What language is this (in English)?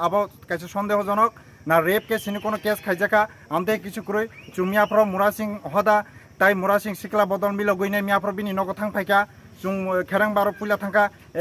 Kok Borok